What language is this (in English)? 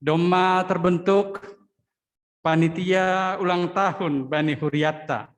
Batak Simalungun